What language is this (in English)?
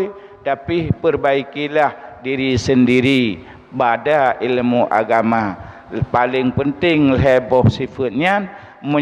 Achinese